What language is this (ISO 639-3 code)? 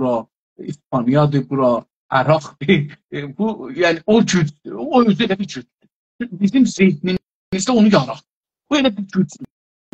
azb